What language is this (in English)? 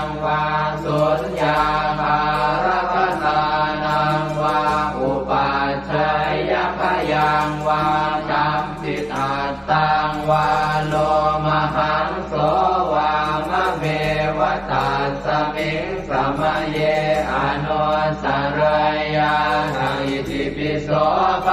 Pali